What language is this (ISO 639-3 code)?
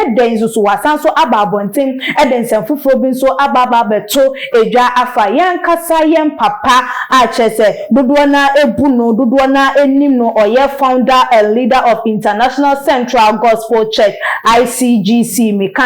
aka